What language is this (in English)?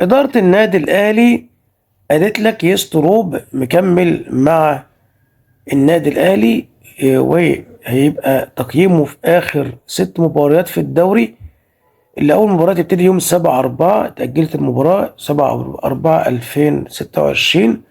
Egyptian Arabic